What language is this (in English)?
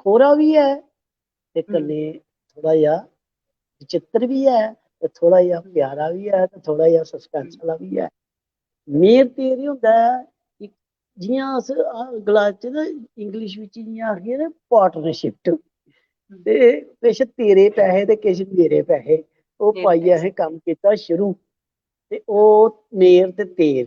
Dogri